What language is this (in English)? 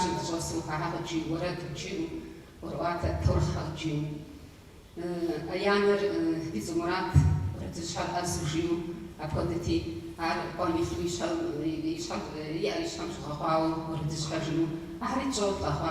Kabardian